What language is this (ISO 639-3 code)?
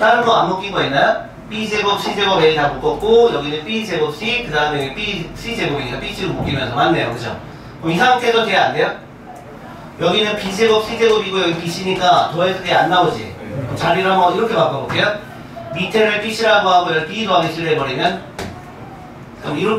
kor